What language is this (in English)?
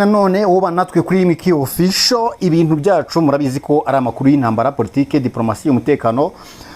Kinyarwanda